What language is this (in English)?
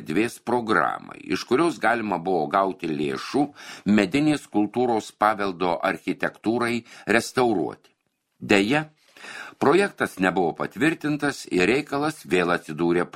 Lithuanian